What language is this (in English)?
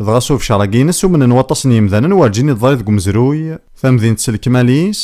Kabyle